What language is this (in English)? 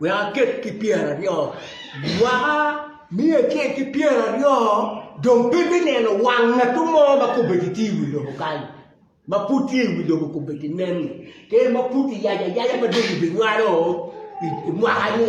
Acoli